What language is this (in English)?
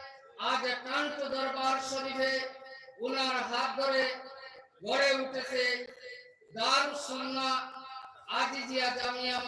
Sylheti